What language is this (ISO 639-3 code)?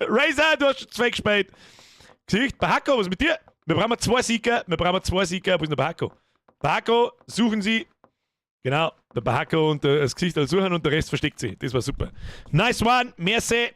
bar